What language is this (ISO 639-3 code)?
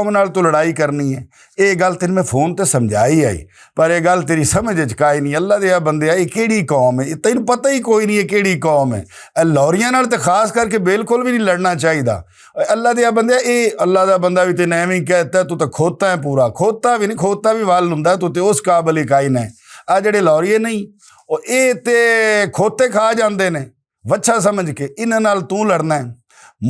lah